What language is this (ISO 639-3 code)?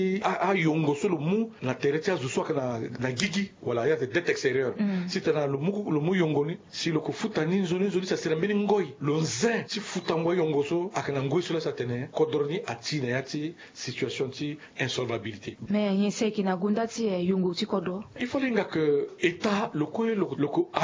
sag